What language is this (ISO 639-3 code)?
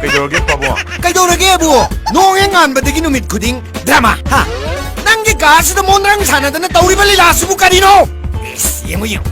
mni